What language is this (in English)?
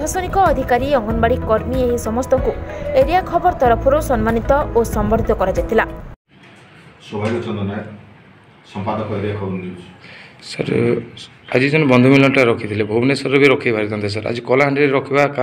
Odia